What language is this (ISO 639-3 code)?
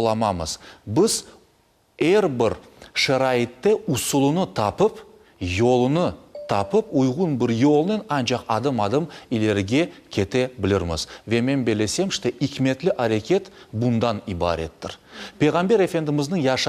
crh